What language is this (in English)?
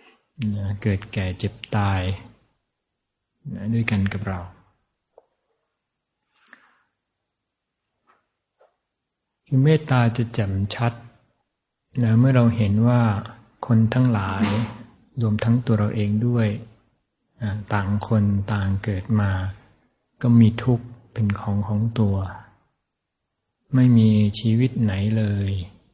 Thai